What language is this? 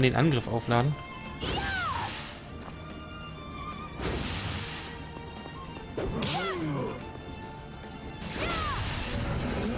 German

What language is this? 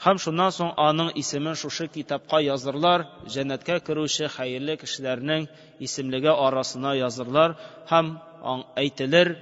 Tatar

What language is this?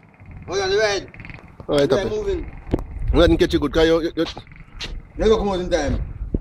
Jamaican Creole English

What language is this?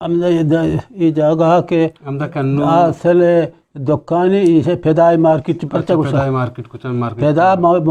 Eastern Balochi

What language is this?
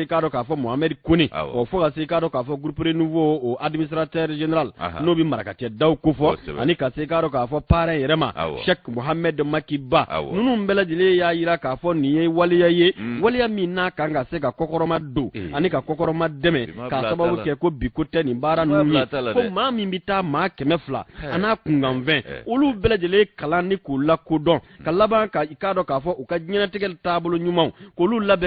Bambara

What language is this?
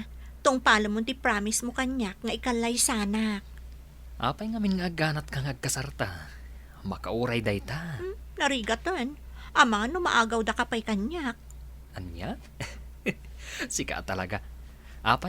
Iloko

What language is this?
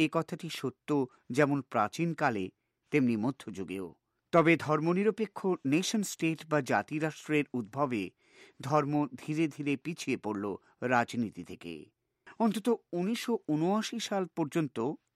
Bangla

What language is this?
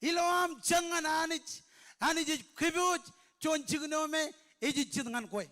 Marshallese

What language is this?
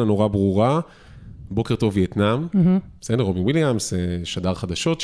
Hebrew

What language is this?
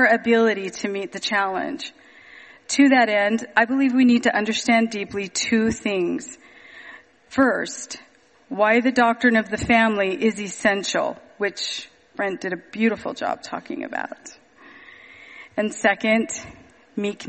English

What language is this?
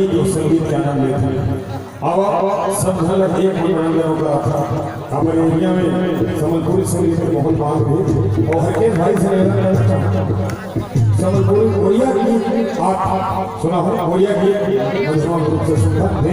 Chhattisgarhi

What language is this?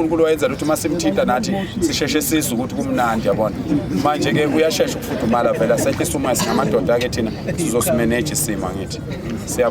Zulu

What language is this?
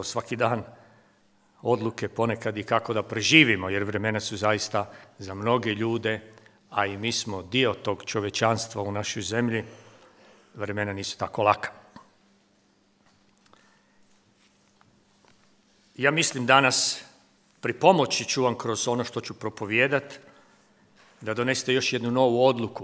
Croatian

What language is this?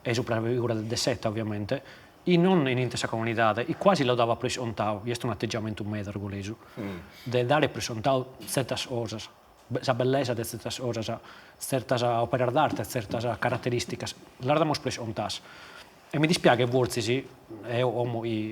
Sardinian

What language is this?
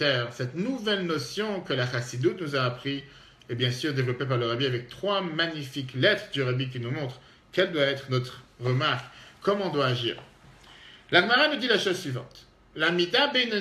French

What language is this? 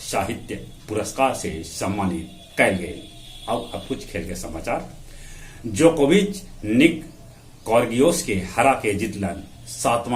Magahi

